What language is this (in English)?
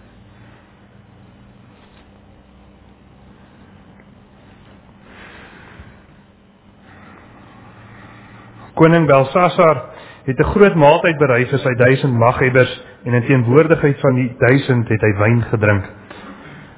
Afrikaans